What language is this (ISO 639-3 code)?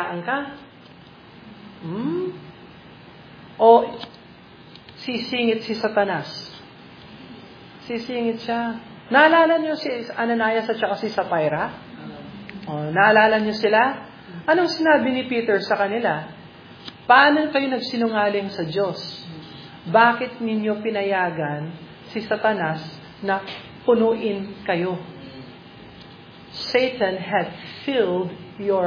fil